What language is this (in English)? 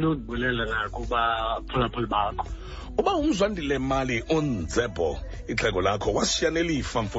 Xhosa